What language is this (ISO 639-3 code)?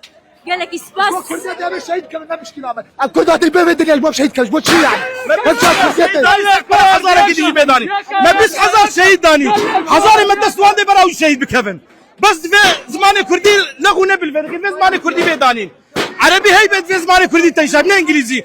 kur